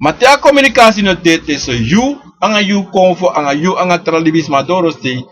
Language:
Sranan Tongo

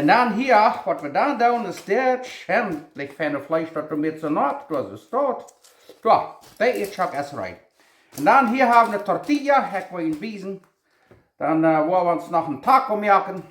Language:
Plautdietsch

